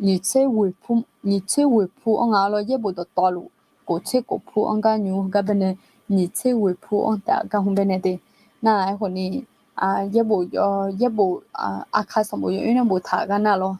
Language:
Akha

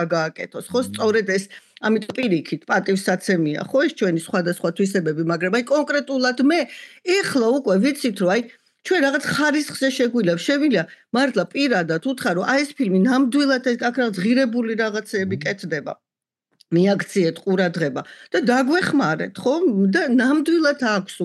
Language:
Georgian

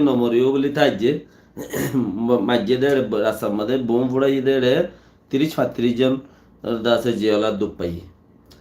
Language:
Rohingya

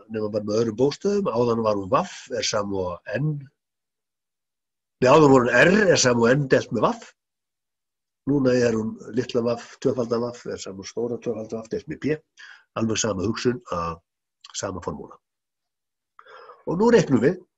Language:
Icelandic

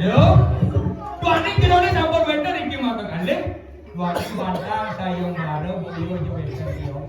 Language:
Balinese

